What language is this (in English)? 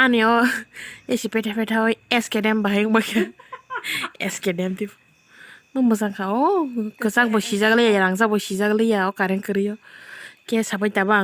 Kok Borok